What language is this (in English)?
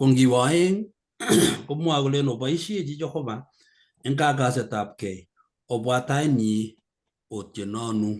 Kalenjin